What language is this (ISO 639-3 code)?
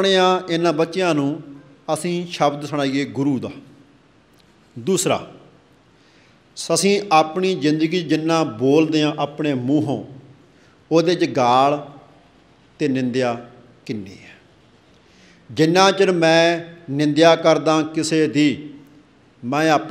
pan